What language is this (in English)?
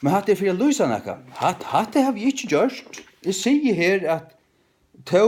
Faroese